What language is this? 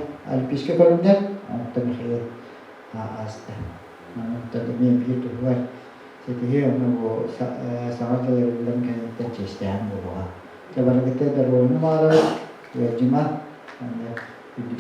Yakut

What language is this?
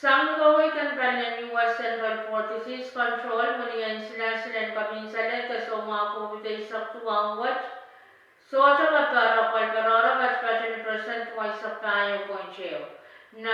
Pohnpeian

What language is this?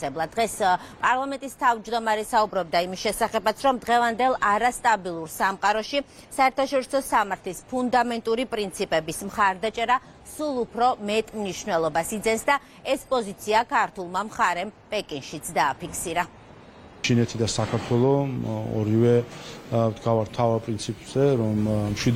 Georgian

